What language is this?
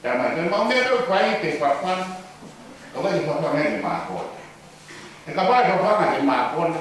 Tongan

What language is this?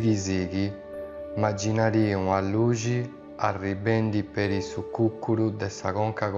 Sardinian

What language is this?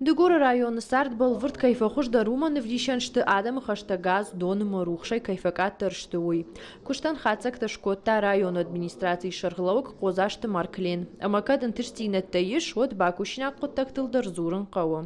Ossetic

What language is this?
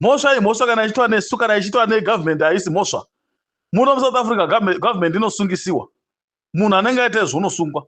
Shona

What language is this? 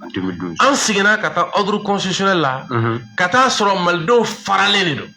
Bambara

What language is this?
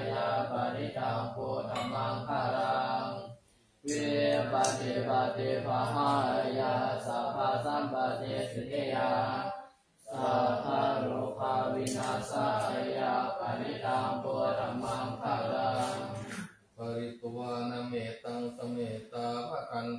Pali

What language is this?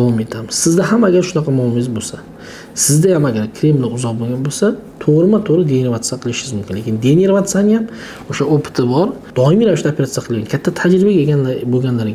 Uzbek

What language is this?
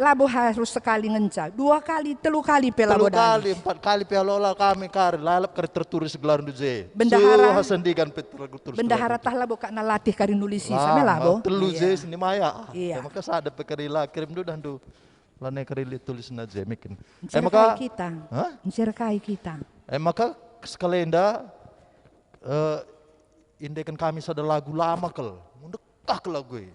Batak Karo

